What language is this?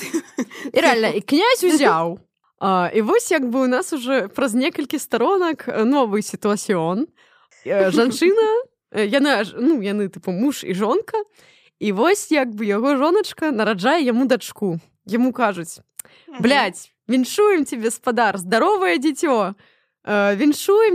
Belarusian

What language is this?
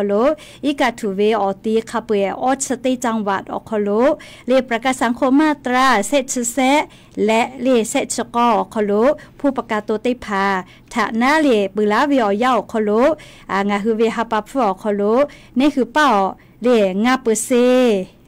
Lahu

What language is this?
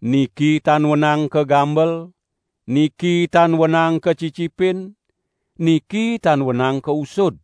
Balinese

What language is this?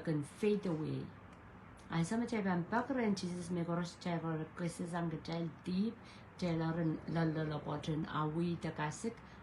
Pohnpeian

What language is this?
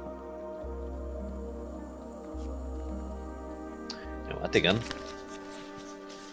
Hungarian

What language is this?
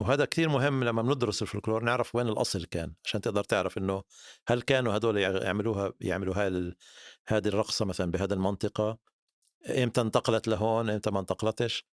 North Levantine Arabic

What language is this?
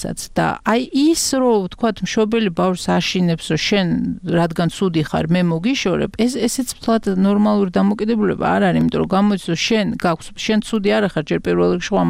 Georgian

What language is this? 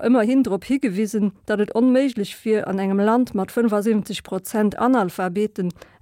Luxembourgish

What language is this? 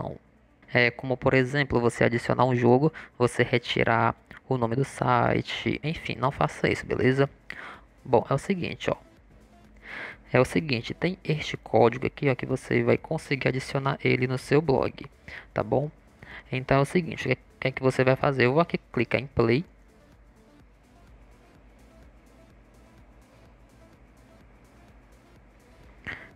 Portuguese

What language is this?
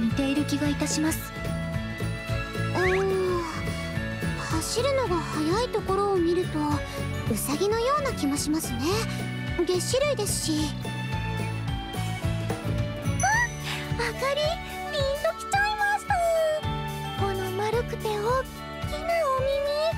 Japanese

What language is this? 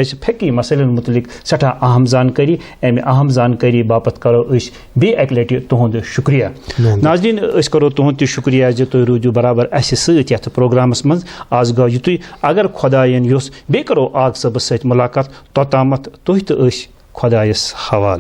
Kashmiri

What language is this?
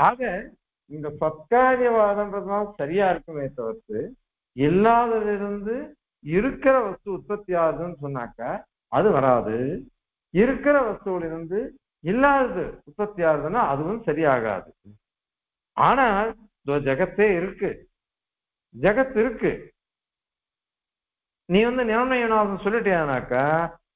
Tamil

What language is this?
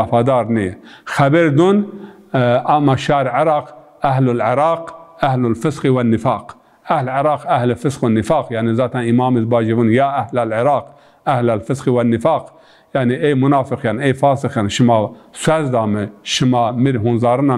Zaza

